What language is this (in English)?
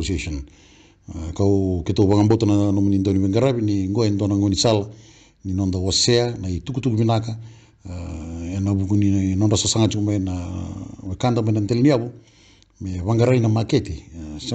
Fijian